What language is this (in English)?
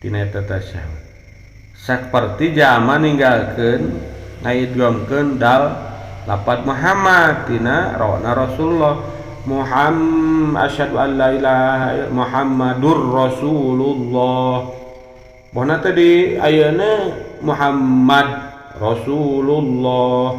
Sundanese